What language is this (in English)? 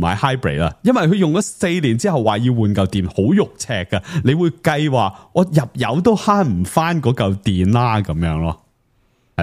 Cantonese